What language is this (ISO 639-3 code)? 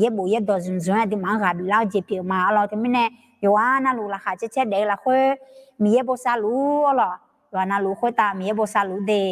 ahk